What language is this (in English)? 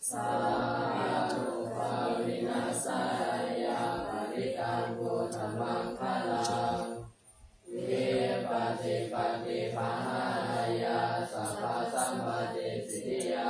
Pali